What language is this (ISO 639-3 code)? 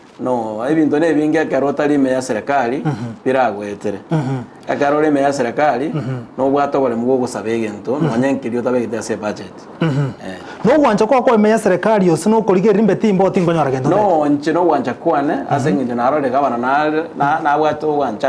guz